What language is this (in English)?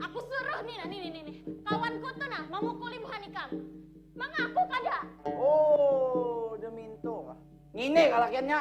Banjar